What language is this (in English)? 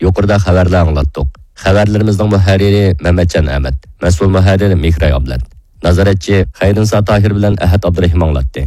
Uyghur